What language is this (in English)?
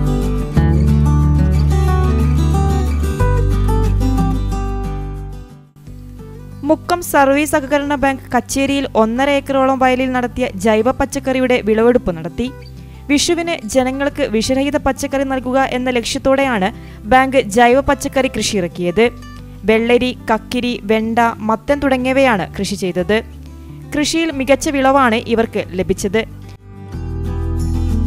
Malayalam